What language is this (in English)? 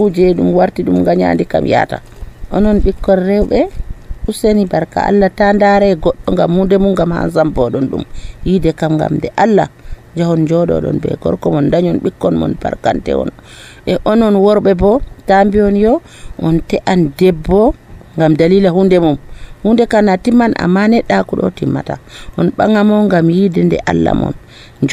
Nigerian Fulfulde